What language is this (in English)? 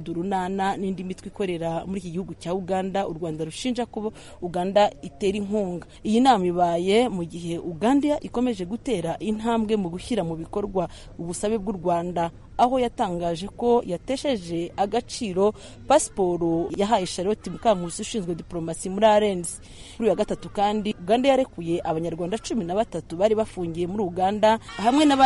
Kinyarwanda